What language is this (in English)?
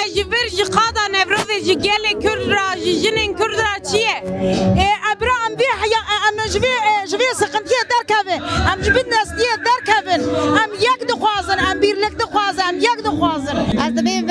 Kurdish